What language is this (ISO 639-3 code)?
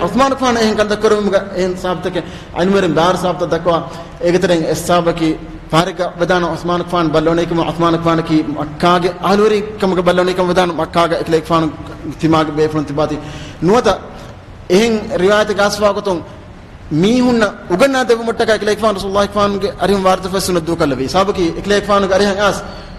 div